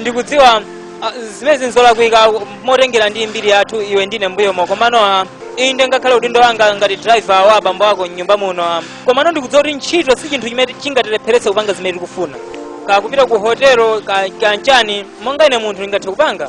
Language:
Nyanja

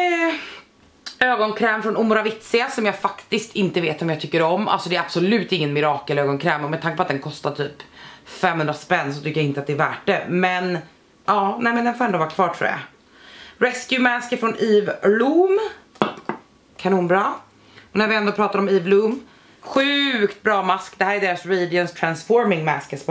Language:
Swedish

